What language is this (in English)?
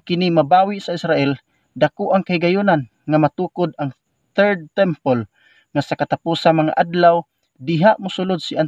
Cebuano